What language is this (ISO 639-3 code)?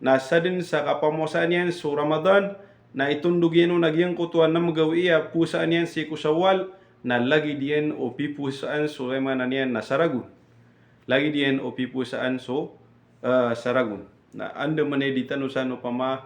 mrw